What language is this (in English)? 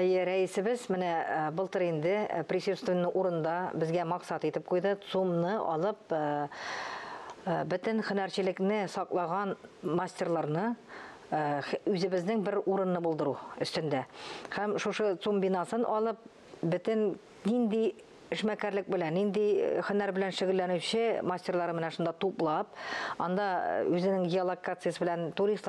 Tatar